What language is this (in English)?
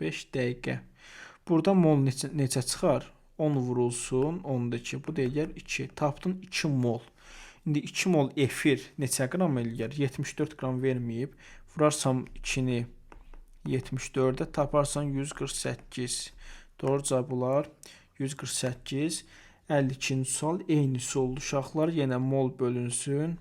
Azerbaijani